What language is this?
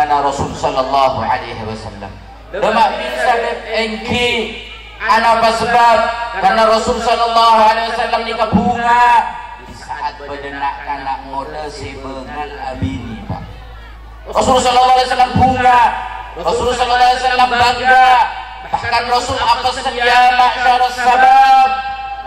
Madurese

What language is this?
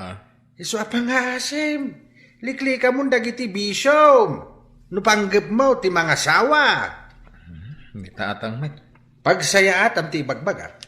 Iloko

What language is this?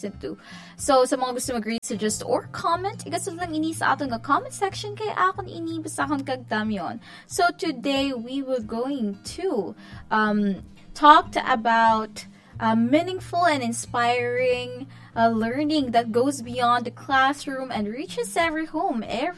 Hiligaynon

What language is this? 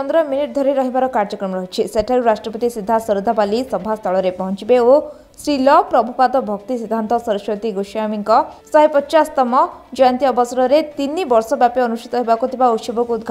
Odia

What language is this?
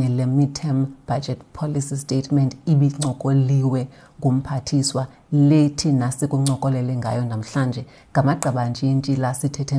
Xhosa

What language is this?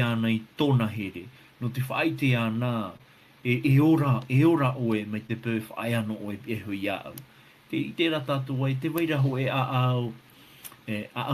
Tahitian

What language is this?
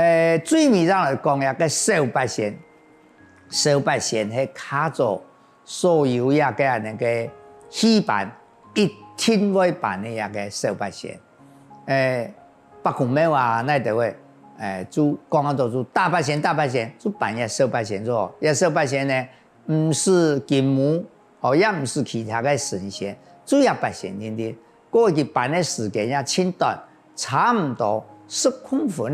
Hakka Chinese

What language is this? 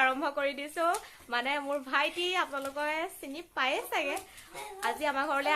Assamese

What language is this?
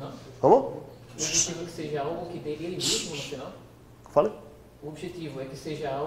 Portuguese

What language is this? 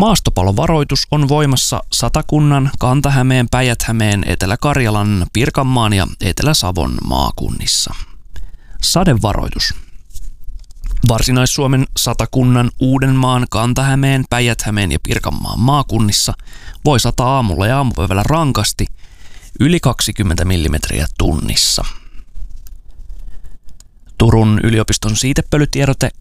Finnish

